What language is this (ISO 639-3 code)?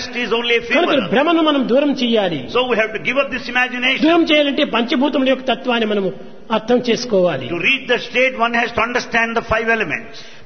tel